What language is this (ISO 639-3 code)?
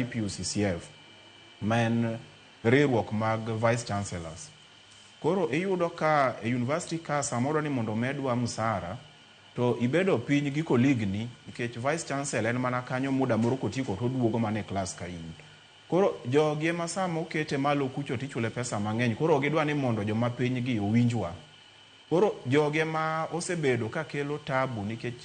luo